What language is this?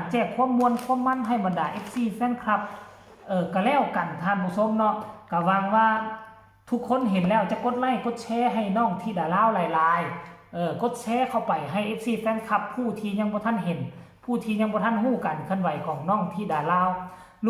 Northeastern Thai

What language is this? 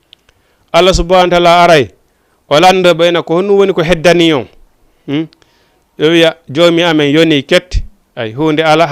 Fula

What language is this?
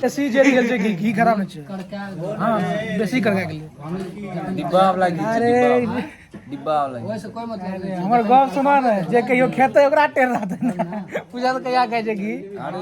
Maithili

